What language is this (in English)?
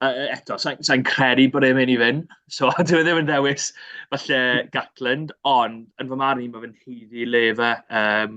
Welsh